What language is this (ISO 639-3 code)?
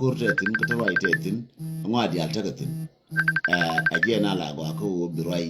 nus